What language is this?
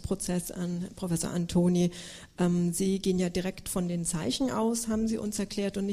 German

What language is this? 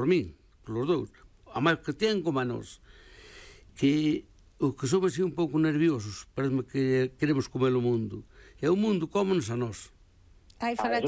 Galician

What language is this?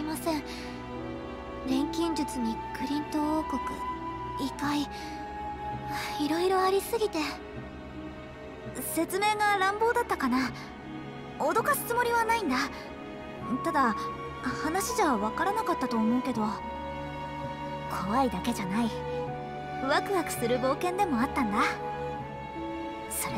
Japanese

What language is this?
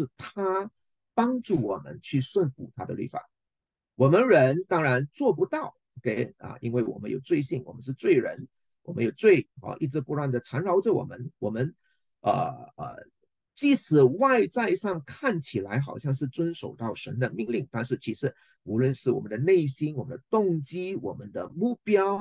Chinese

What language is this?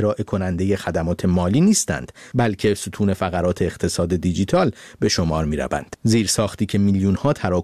Persian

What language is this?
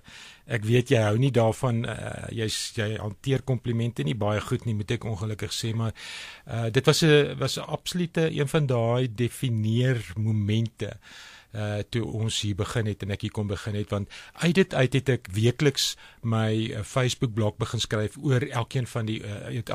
Afrikaans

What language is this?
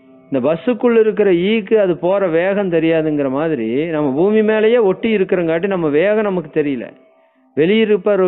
Tamil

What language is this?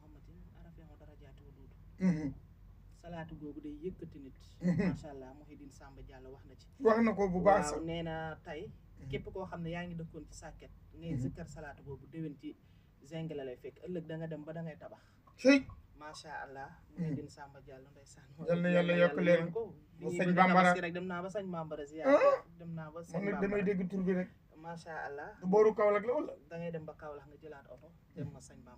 Wolof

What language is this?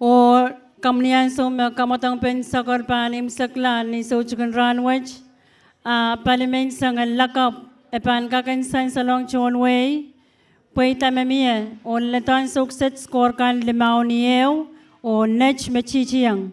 Pohnpeian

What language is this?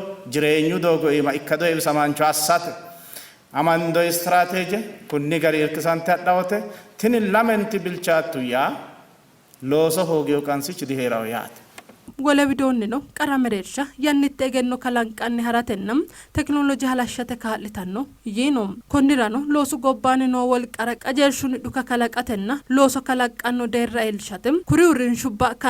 Sidamo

